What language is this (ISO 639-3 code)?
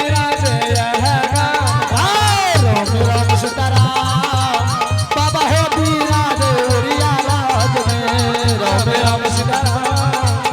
anp